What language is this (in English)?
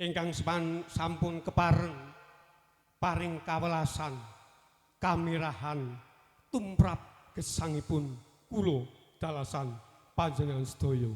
Javanese